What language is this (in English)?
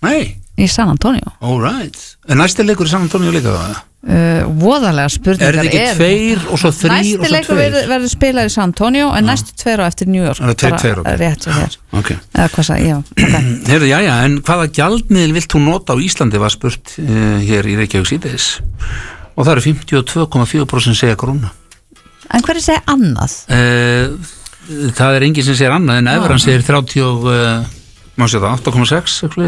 Icelandic